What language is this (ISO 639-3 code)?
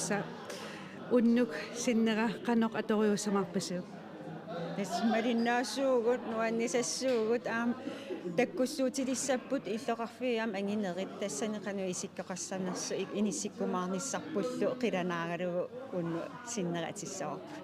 kal